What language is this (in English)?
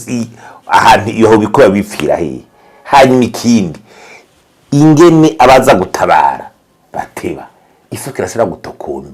Rundi